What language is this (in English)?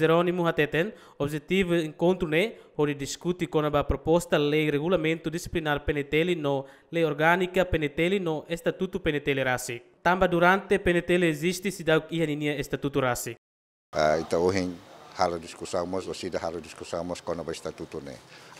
Tetum